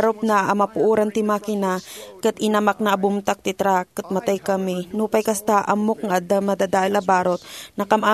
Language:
Iloko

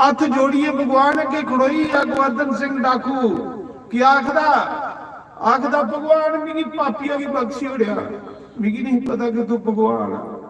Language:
Dogri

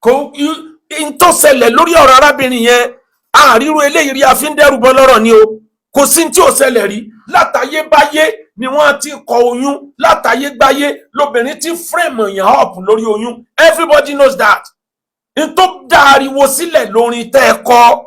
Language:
Yoruba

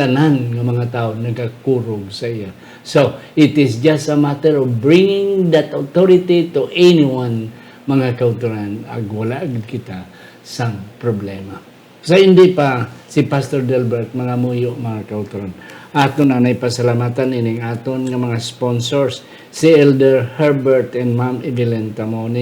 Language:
Hiligaynon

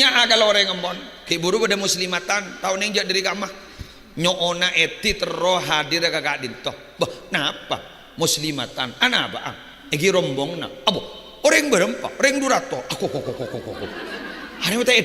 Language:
Madurese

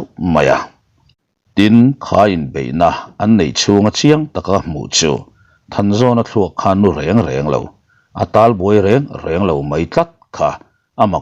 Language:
Mizo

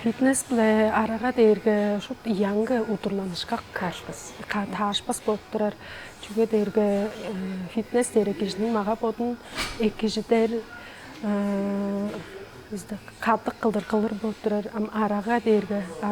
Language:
Tuvinian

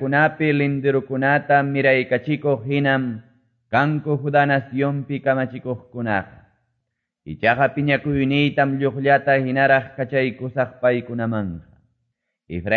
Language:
Quechua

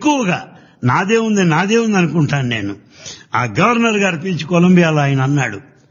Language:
Telugu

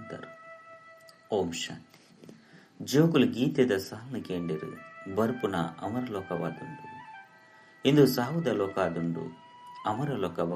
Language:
Tulu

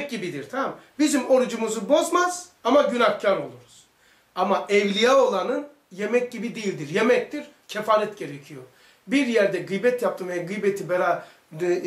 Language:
Turkish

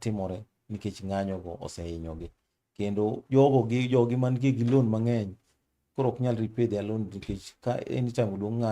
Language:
Luo (Kenya and Tanzania)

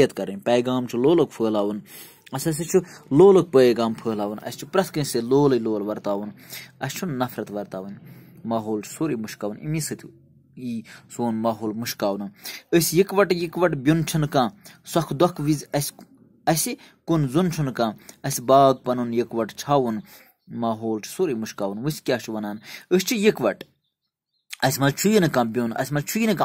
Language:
Kashmiri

